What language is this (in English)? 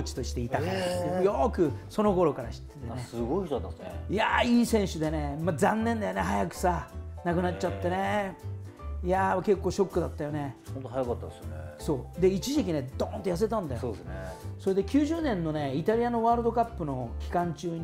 Japanese